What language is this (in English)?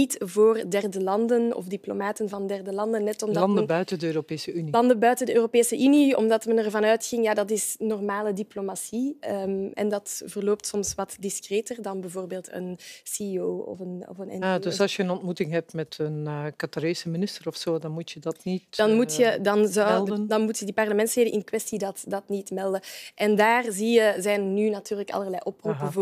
Dutch